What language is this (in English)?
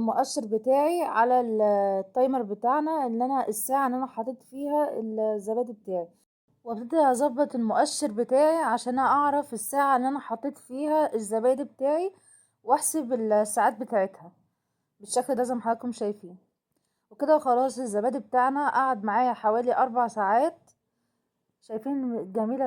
Egyptian Arabic